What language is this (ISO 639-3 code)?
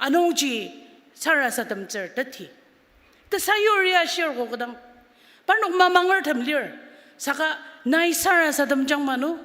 njo